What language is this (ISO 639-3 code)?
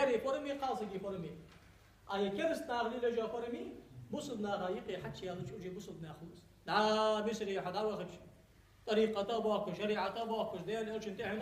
inh